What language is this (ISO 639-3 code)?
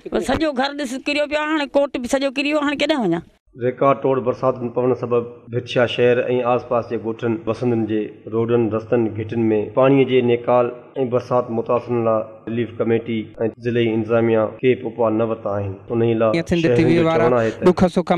snd